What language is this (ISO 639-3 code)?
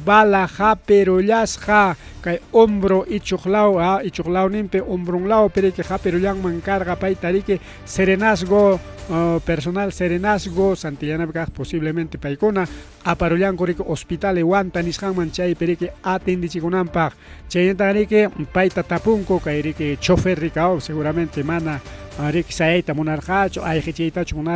quy